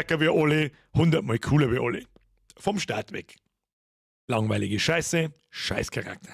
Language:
Bavarian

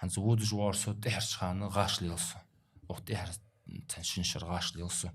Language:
Ingush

